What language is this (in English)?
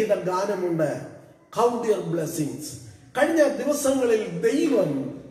Malayalam